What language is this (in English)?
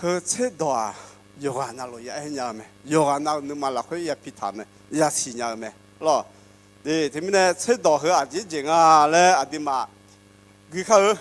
Akha